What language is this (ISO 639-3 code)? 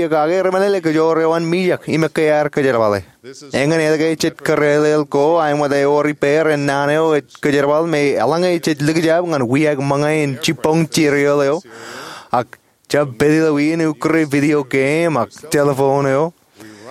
mah